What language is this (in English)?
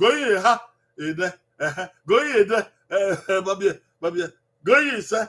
Bini